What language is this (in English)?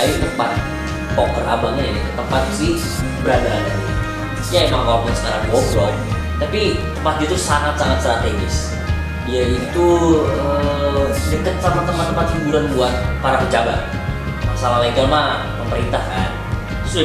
Indonesian